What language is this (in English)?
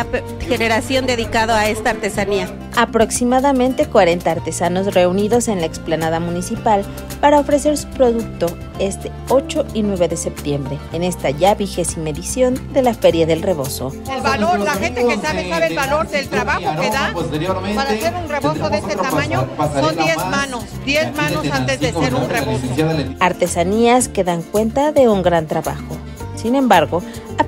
Spanish